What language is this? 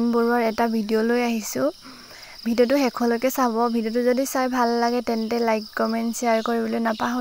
Assamese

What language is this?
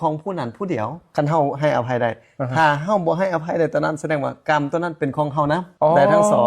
Lao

